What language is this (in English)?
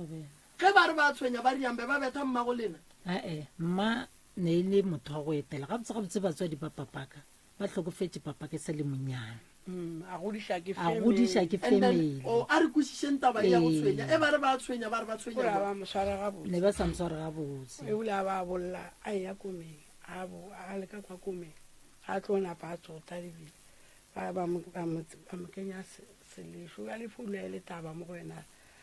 Northern Sotho